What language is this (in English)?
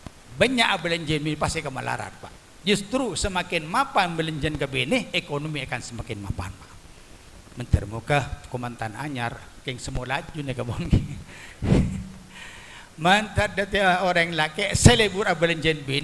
Madurese